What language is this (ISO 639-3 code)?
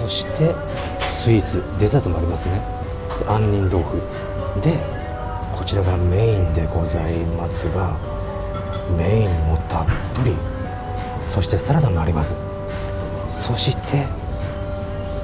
jpn